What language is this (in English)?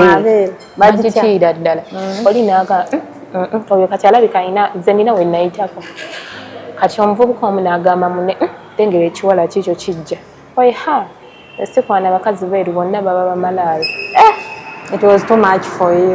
Ganda